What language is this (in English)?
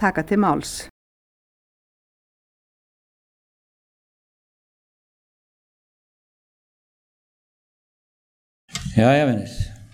Icelandic